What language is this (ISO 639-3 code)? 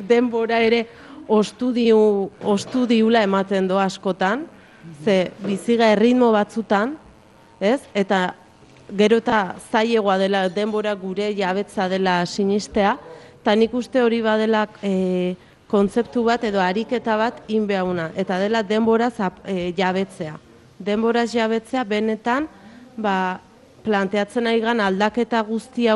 eus